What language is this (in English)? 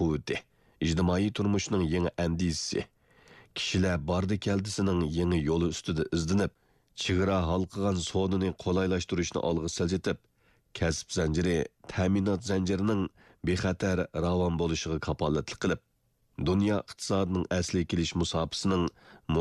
Uyghur